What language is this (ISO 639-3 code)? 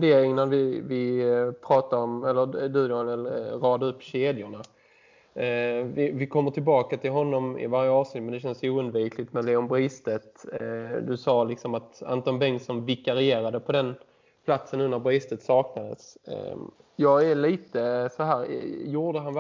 swe